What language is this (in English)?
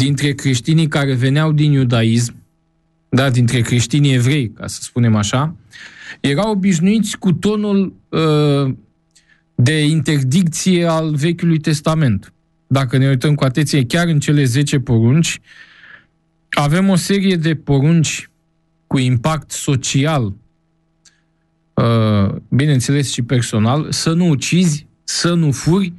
Romanian